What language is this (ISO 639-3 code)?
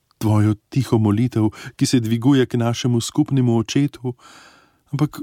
slv